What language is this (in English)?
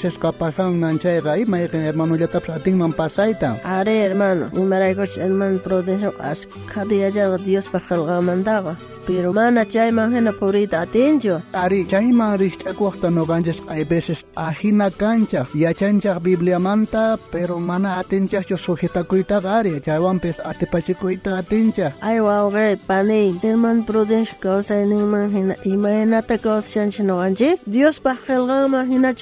South Bolivian Quechua